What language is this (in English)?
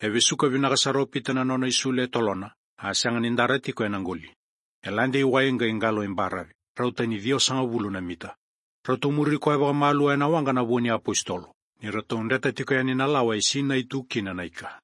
Fijian